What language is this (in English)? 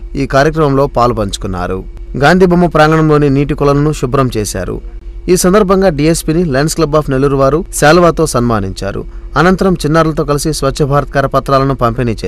Telugu